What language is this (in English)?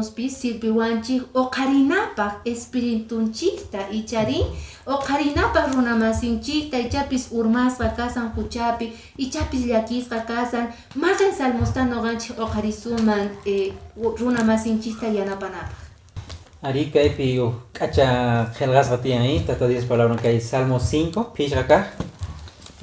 Quechua